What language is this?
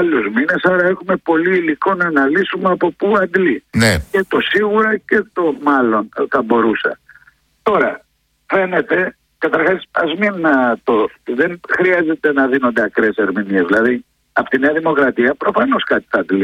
Greek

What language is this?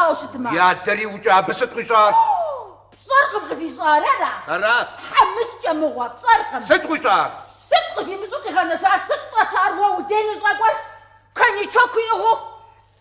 Kabardian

